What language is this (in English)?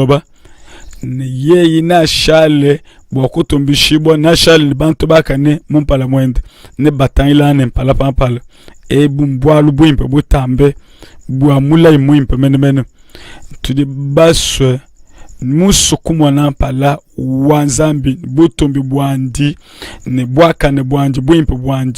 Luba-Lulua